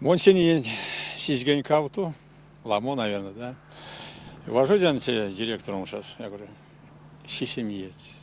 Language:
Erzya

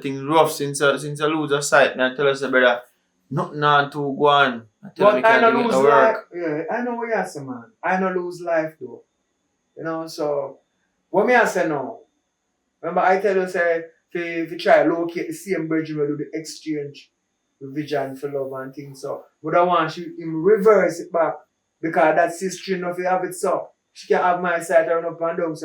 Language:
Jamaican Creole English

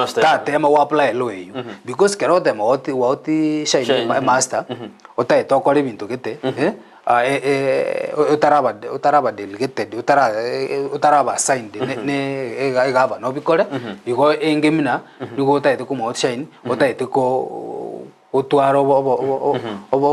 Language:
Gusii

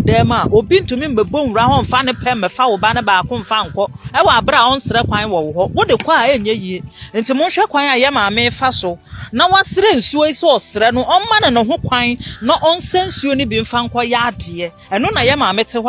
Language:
Akan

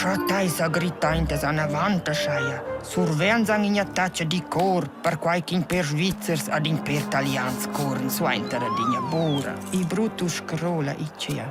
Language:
Romansh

